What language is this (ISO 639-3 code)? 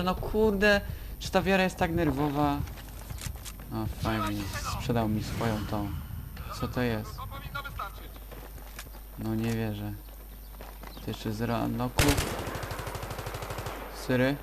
pol